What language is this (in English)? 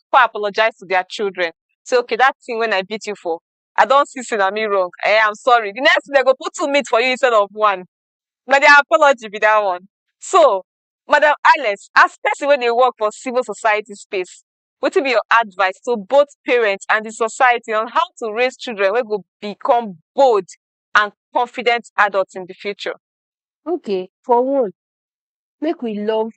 Nigerian Pidgin